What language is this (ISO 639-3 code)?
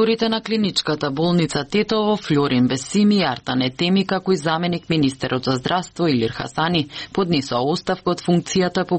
mkd